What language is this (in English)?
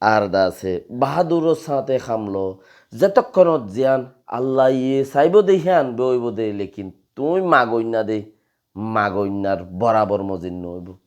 Rohingya